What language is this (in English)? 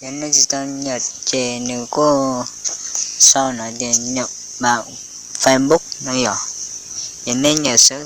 Hmong